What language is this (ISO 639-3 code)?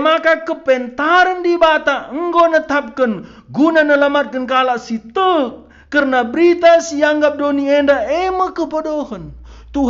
btx